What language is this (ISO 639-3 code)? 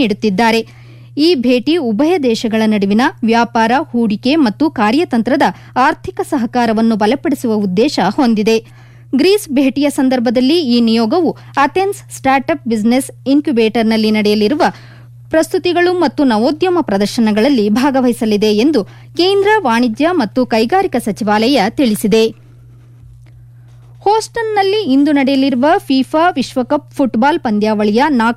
kan